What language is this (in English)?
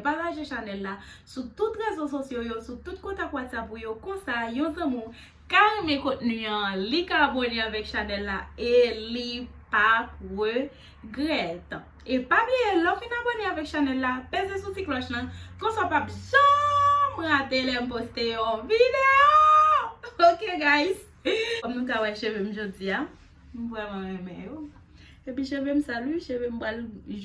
Haitian Creole